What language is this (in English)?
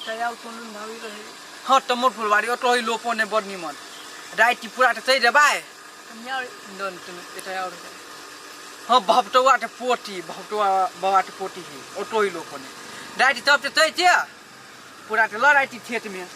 Maithili